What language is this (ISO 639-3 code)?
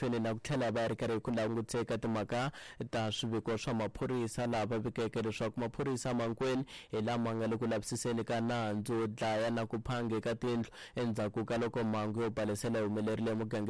tso